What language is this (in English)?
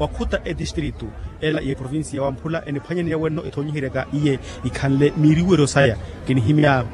Makhuwa